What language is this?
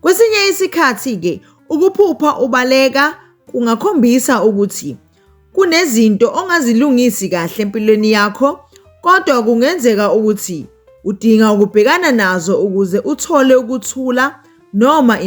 Zulu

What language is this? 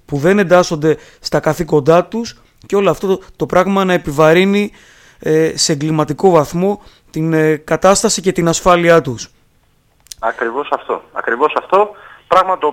Greek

